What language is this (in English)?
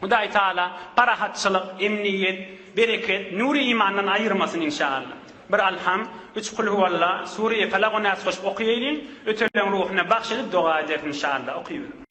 Turkmen